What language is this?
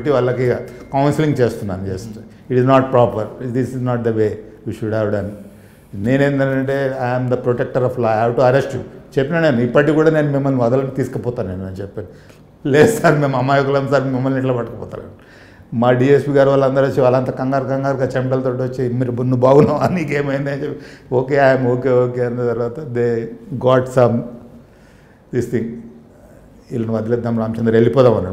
Telugu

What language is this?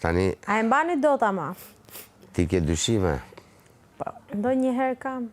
Albanian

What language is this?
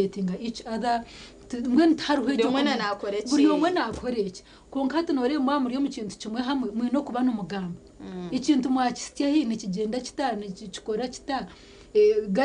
Nyankole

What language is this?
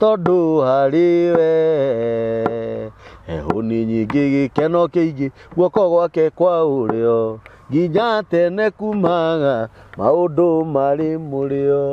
Kikuyu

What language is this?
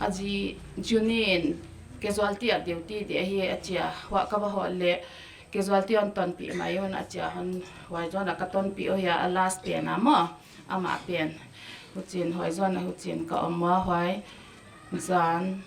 Paite Chin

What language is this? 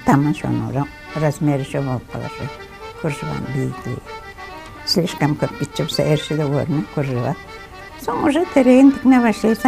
Kumyk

